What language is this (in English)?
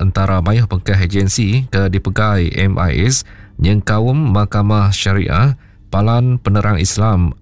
Iban